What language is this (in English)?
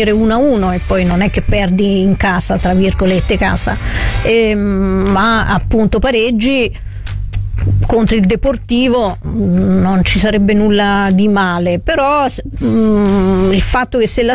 Italian